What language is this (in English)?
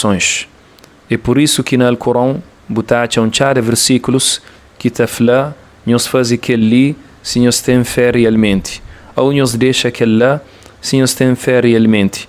Kabuverdianu